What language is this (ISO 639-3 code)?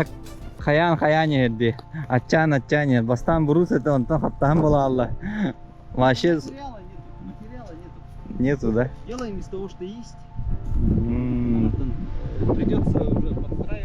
sah